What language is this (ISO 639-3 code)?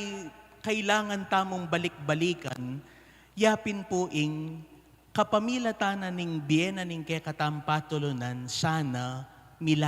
pam